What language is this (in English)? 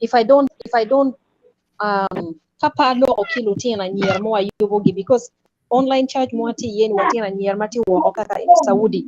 Acoli